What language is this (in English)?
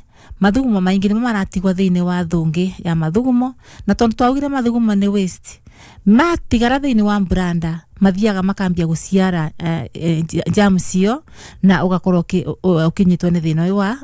Kikuyu